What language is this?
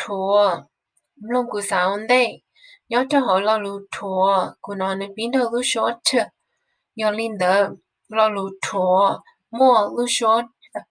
Hmong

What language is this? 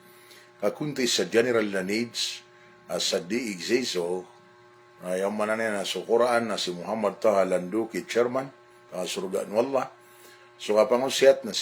Maranao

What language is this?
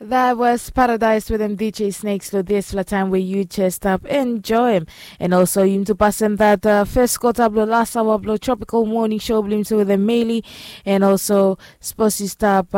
Bislama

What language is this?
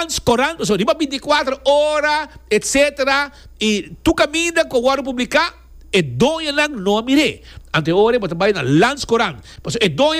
Papiamento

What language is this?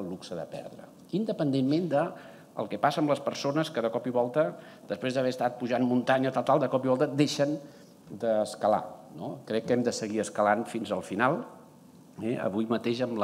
Catalan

